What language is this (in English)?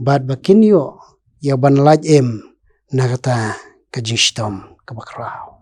Khasi